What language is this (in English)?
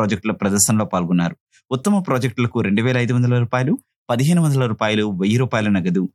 Telugu